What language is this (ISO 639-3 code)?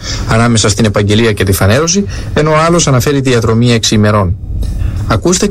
ell